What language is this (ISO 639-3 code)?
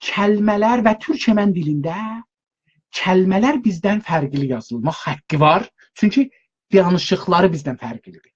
azb